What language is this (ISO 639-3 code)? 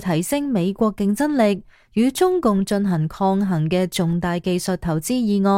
yue